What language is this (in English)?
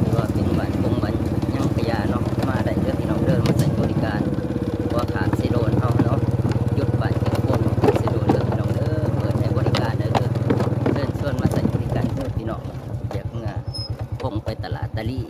Lao